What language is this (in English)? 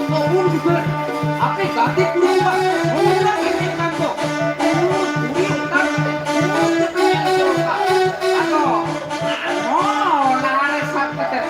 Santali